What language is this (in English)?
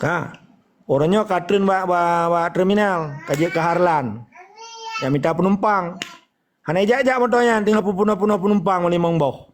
Achinese